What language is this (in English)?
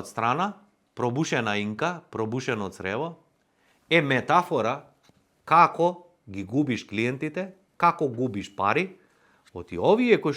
Macedonian